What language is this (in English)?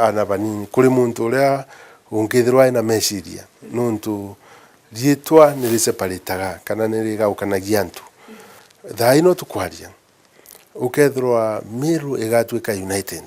Meru